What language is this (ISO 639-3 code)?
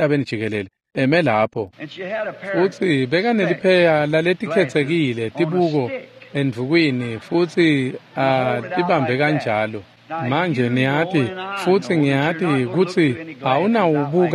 ssw